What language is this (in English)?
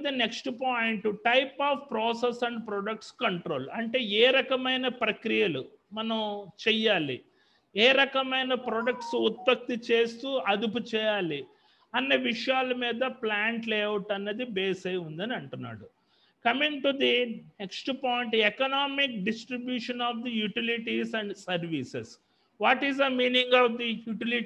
Telugu